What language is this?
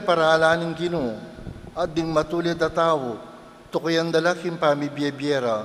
Pampanga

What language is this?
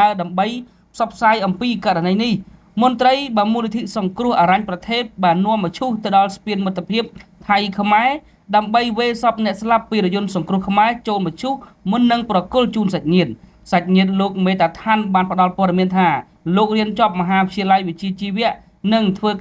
Khmer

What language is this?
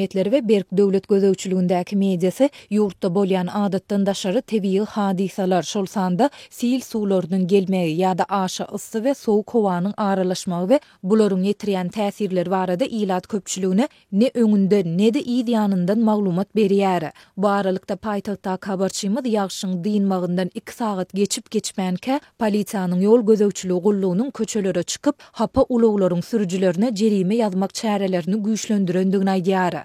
Turkmen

